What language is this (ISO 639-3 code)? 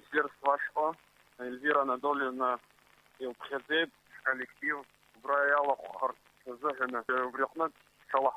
abk